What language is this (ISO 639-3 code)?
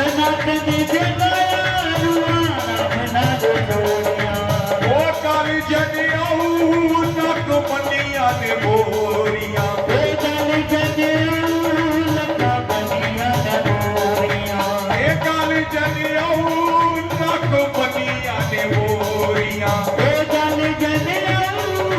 doi